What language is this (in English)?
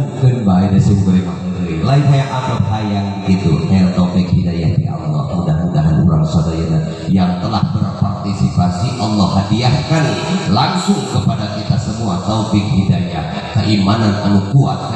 Sundanese